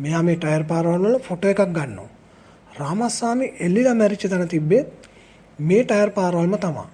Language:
Sinhala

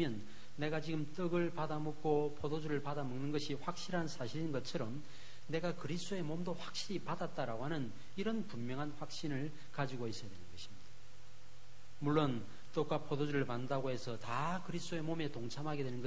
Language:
Korean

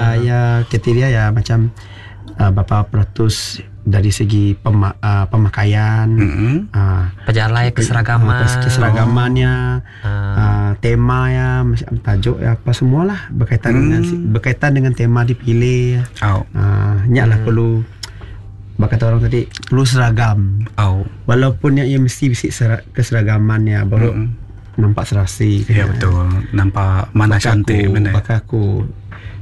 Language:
Iban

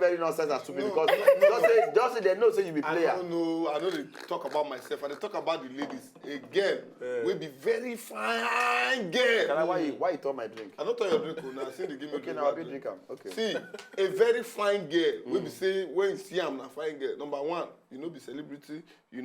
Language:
Nigerian Pidgin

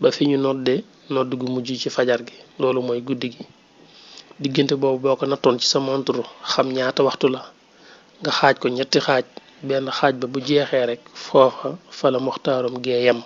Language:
Wolof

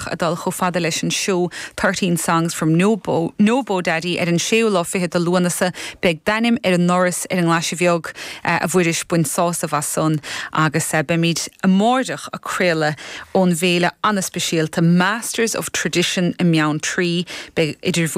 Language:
Irish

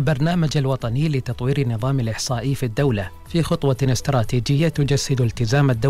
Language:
Gulf Arabic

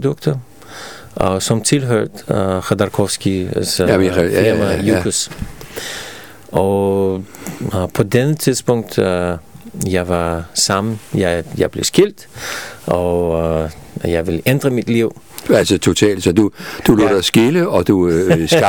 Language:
Danish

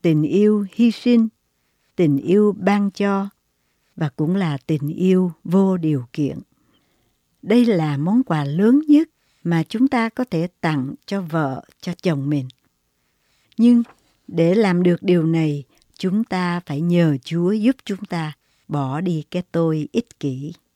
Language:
Vietnamese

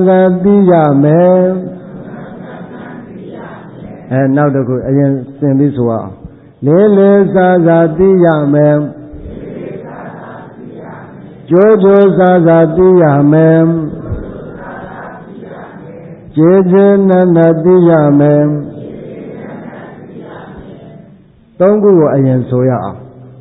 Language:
Burmese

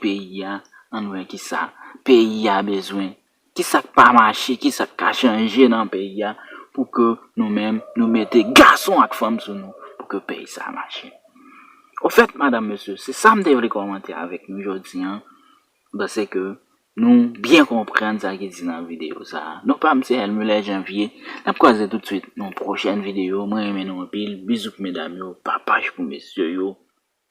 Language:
Haitian Creole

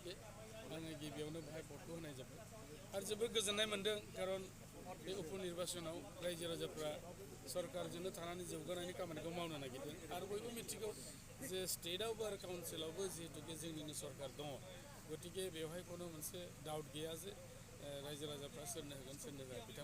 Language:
Bodo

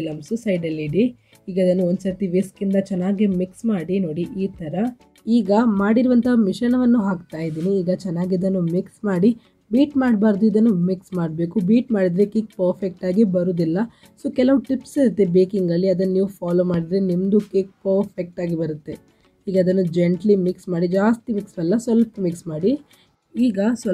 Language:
Kannada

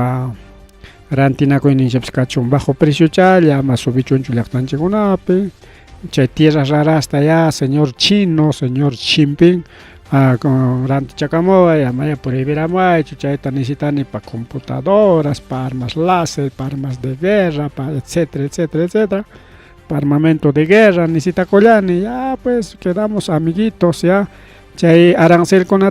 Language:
Ayacucho Quechua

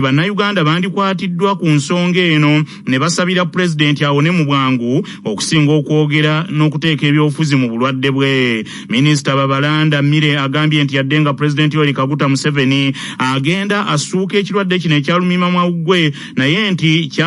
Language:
Ganda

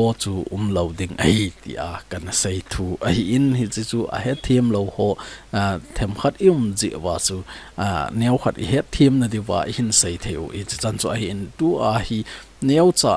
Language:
Thado Chin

